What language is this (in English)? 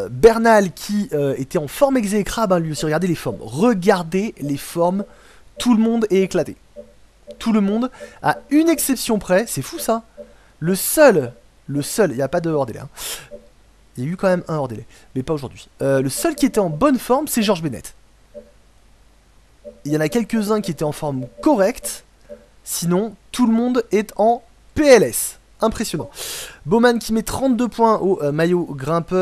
French